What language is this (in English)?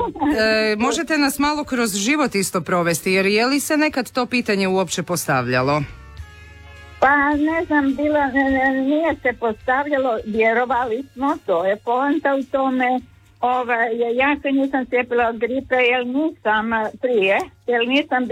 Croatian